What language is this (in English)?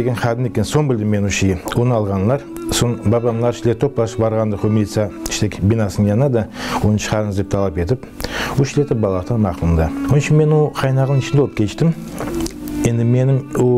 Crimean Tatar